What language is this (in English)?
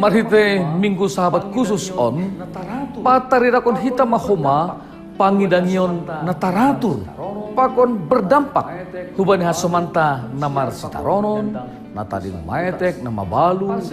Batak Simalungun